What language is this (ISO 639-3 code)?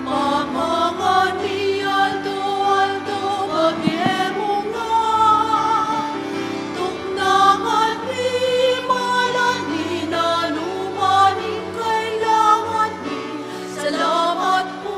pam